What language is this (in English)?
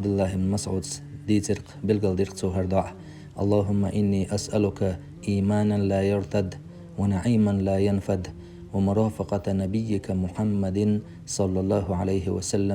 Chechen